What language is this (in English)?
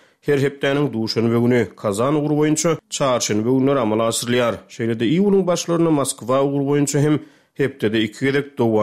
Turkmen